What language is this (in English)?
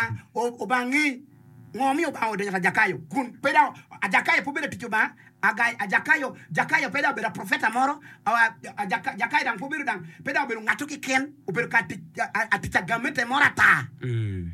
Acoli